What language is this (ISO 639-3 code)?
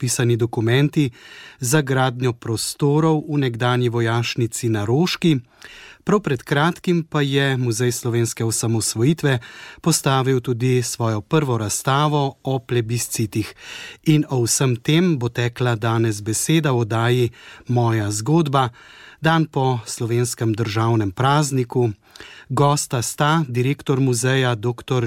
slv